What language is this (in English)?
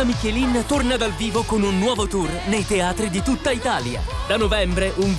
Italian